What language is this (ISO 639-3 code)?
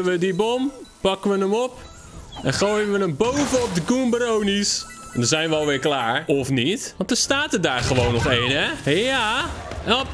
nld